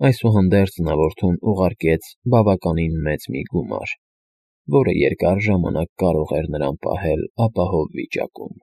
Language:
Armenian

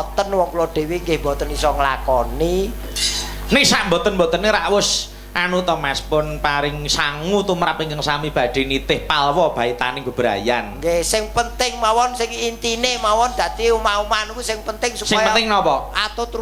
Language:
Javanese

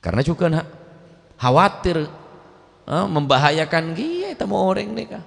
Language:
Madurese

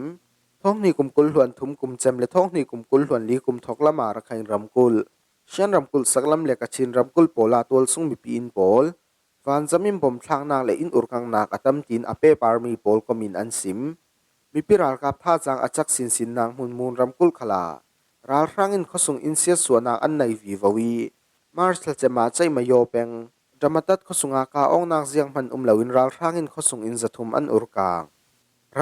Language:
Falam Chin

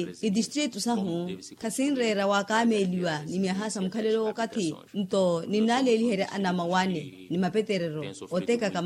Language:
Makhuwa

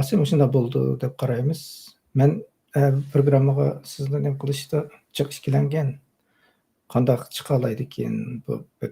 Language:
Uyghur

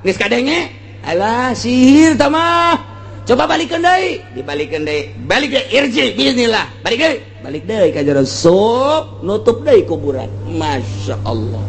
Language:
Sundanese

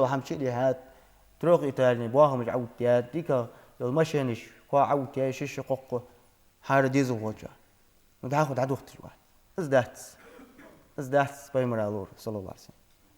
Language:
Ingush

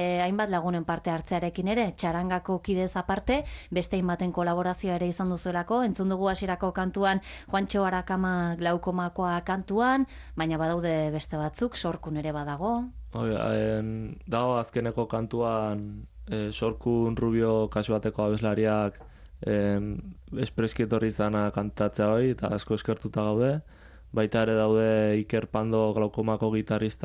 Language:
Basque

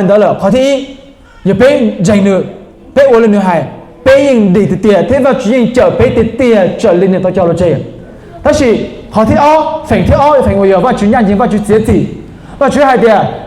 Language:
Hmong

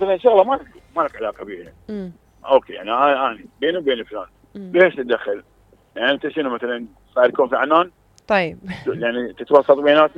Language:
Mesopotamian Arabic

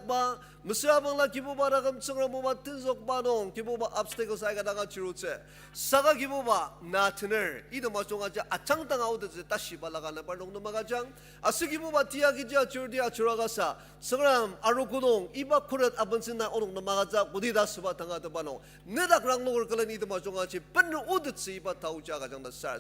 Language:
Ao Naga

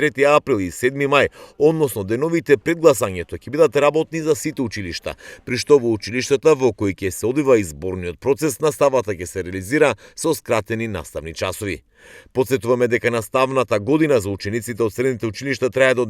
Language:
Macedonian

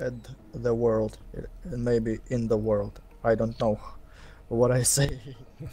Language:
Swiss German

